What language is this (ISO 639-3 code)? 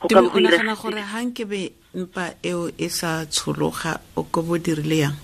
tsn